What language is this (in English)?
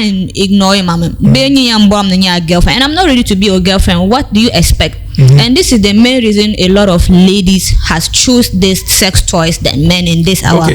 Dagbani